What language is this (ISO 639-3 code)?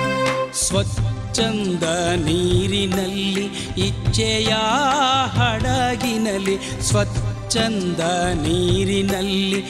kan